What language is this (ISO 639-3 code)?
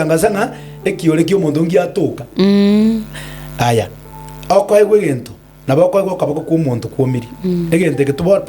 guz